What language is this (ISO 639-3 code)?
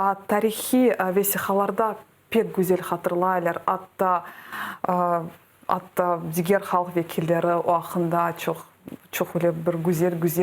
crh